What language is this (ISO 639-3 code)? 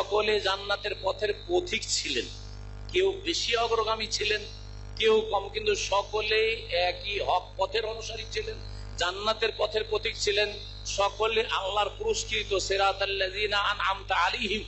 ben